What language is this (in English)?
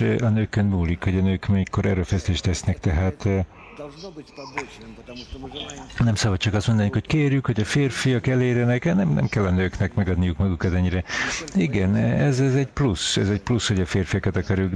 Hungarian